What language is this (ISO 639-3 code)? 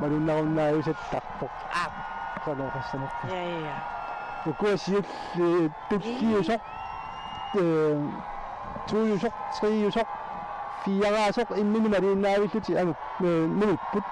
kal